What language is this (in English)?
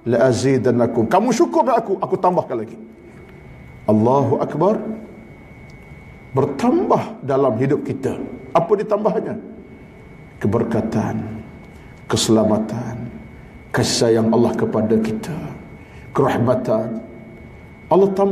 Malay